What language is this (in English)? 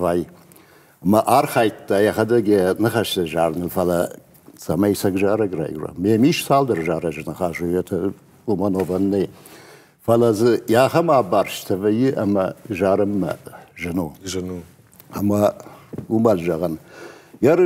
Ossetic